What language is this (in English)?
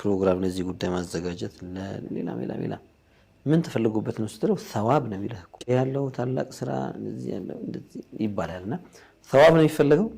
Amharic